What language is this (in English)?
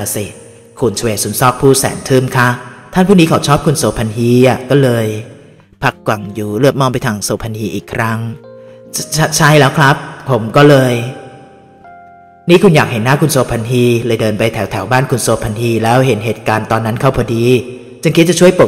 Thai